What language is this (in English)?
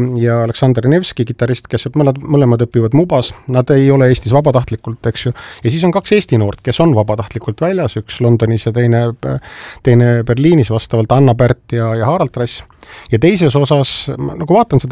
Estonian